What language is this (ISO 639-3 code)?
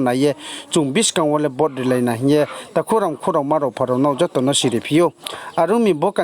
ria